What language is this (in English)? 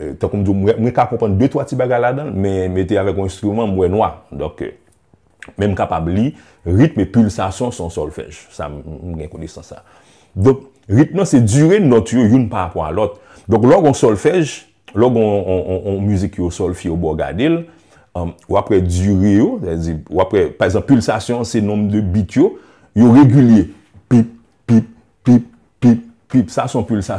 Haitian Creole